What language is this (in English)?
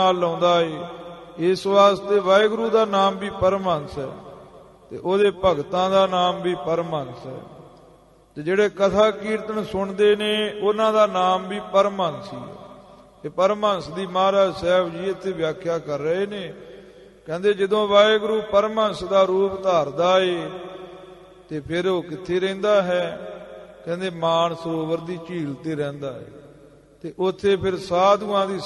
Punjabi